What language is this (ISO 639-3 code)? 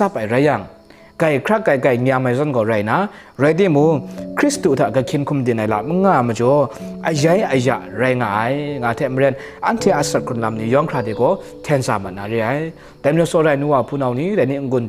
kac